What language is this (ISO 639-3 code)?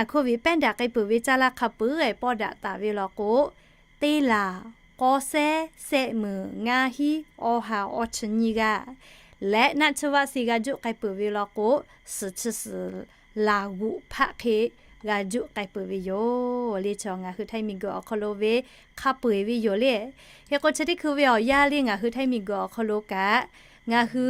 lhu